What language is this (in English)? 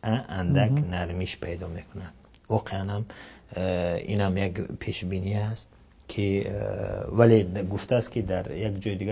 Tajik